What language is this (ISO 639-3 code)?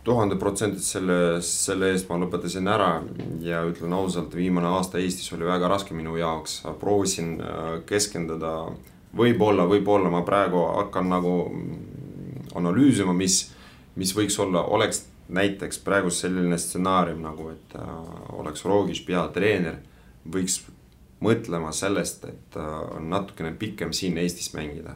est